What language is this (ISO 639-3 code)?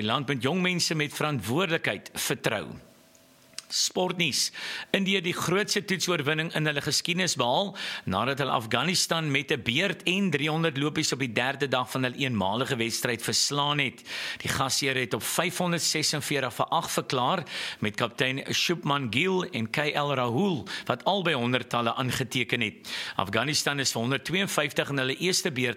afr